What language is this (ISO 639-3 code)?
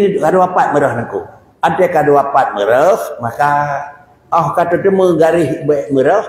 ace